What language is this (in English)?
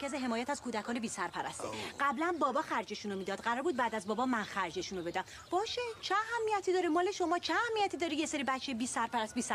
Persian